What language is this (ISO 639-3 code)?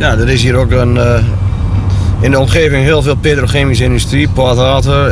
nld